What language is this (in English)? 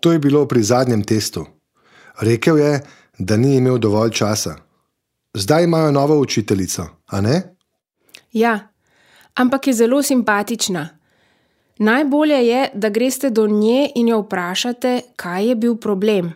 Slovenian